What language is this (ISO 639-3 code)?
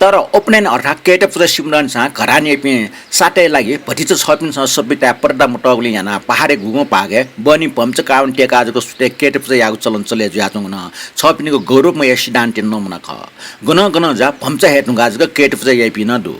new